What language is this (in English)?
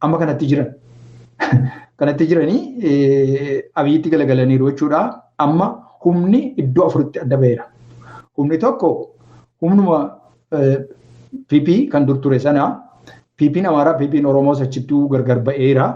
Oromo